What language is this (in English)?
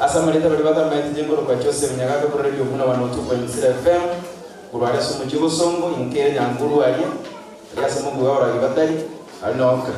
Gusii